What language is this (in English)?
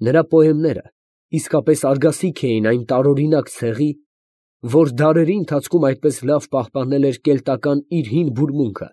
Armenian